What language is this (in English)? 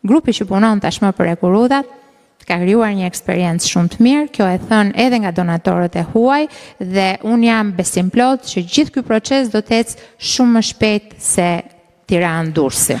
Albanian